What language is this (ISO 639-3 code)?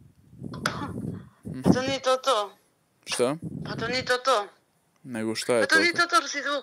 srp